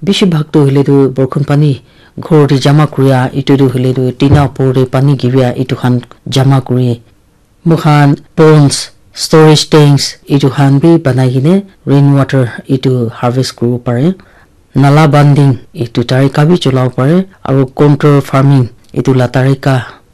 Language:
Naga Pidgin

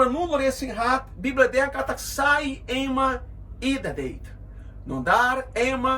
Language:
Tetum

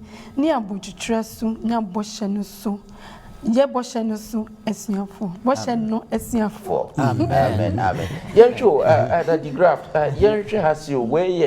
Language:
Akan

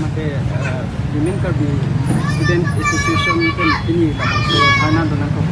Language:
Karbi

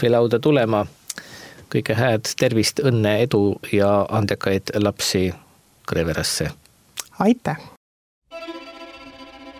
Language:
Estonian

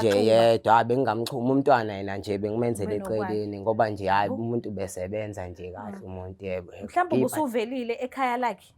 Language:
Zulu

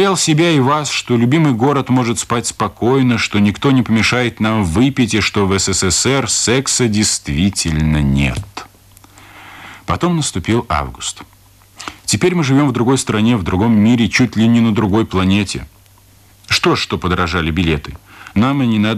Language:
Russian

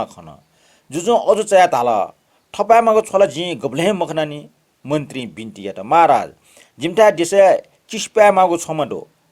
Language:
Newari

